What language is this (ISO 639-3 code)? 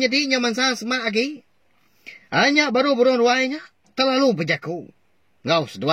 iba